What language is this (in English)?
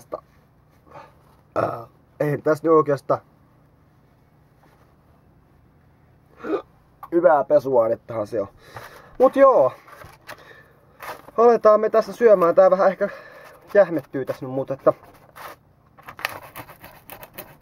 Finnish